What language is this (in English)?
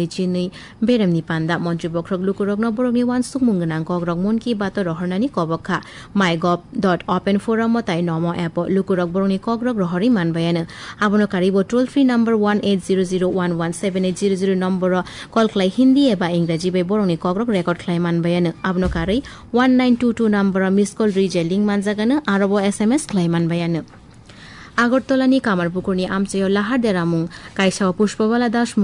Kok Borok